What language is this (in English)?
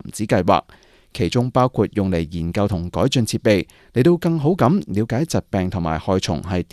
Cantonese